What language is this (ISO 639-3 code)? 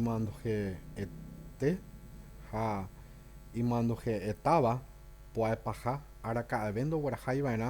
grn